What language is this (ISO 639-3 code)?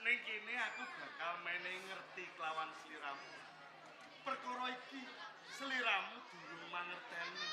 jav